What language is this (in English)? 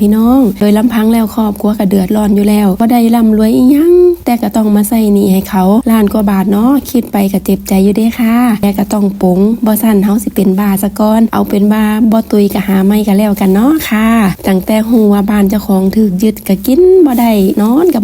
Northeastern Thai